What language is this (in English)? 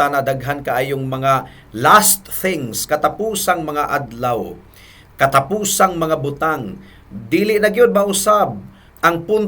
Cebuano